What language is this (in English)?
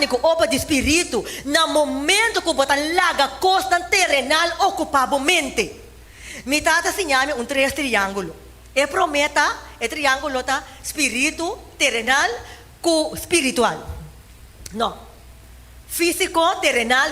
Papiamento